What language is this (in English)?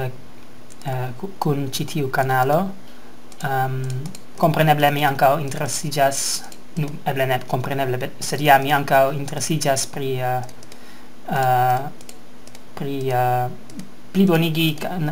Esperanto